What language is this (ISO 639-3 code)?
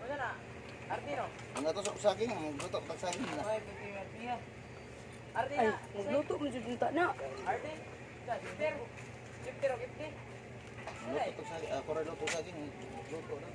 ceb